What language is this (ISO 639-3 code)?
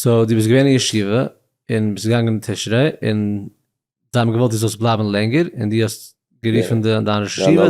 yid